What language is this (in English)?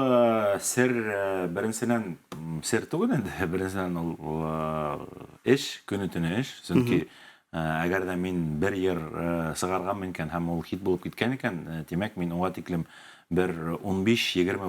Bashkir